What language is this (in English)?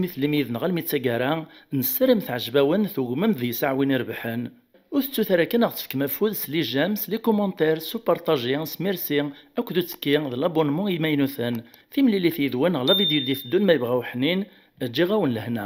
Kabyle